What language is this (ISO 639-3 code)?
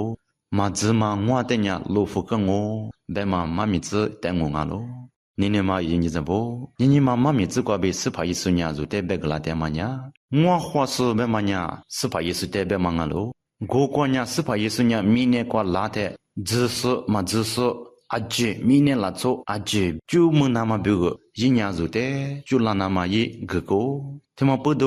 lis